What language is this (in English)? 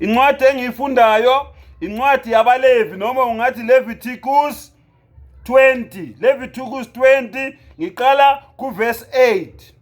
Zulu